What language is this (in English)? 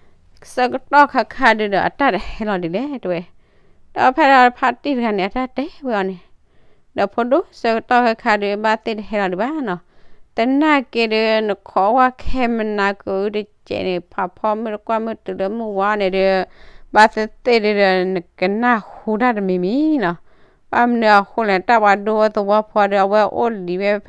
S'gaw Karen